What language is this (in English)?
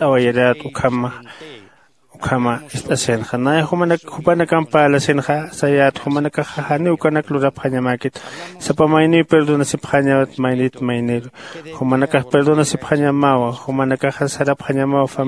Aymara